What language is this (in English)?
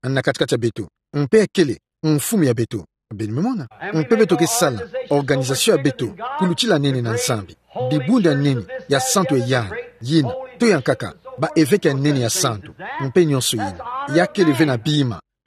Kituba (Democratic Republic of Congo)